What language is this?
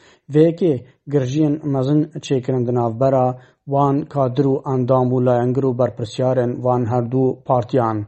Kurdish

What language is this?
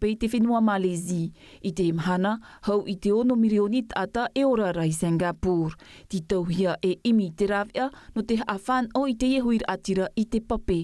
Tahitian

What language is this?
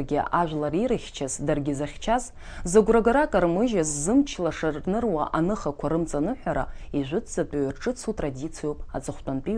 Abkhazian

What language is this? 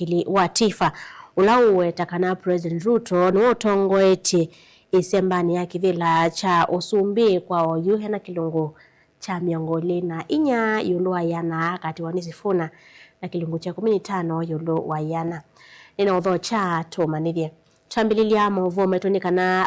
Kamba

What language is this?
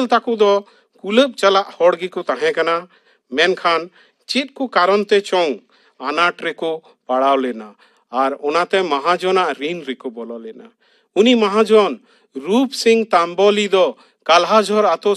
Santali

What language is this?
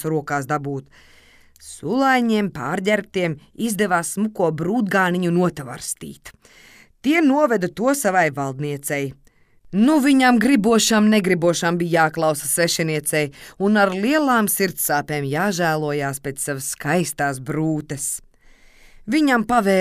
Latvian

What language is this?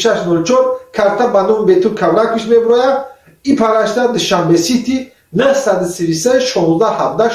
Tajik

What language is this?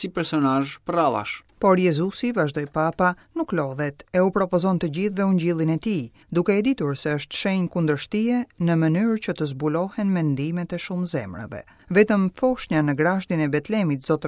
Albanian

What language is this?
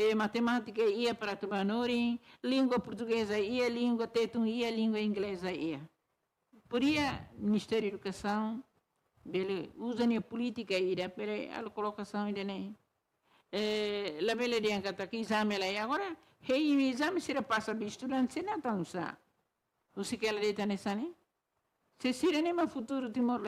Tetum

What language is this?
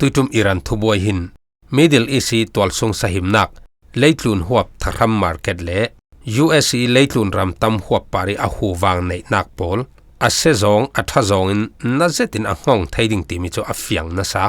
Falam Chin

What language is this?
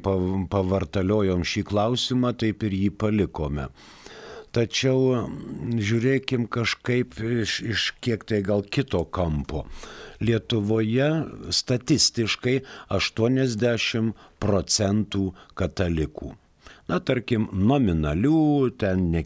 Lithuanian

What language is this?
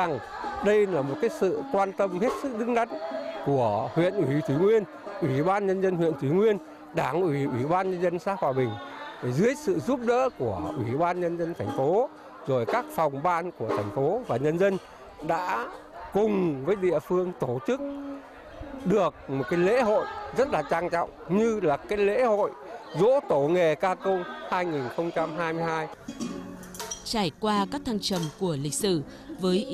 Vietnamese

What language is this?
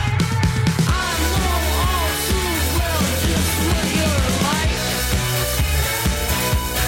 English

